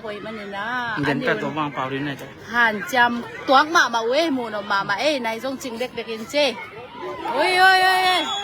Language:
Tedim Chin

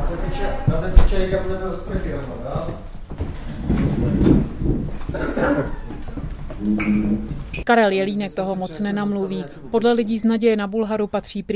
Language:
Czech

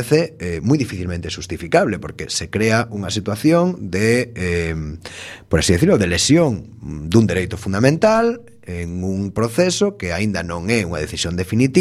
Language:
Galician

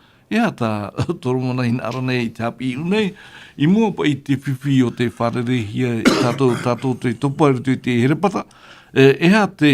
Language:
Tahitian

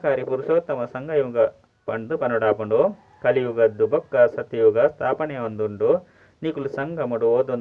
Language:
Tulu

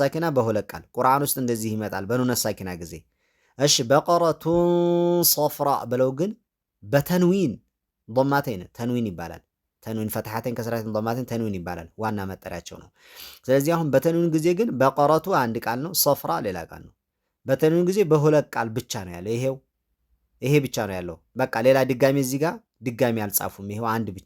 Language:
Amharic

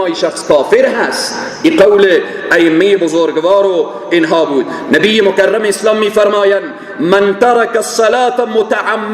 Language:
Persian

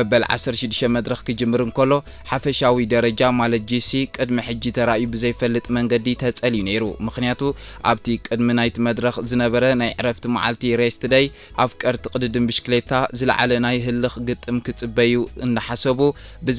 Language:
Tigrinya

